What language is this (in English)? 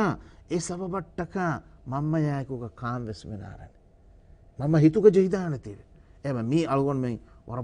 Divehi